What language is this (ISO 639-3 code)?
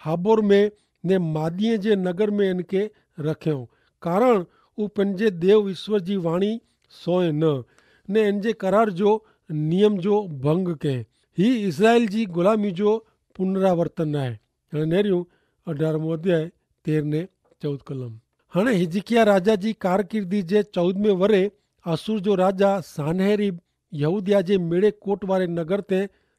kfr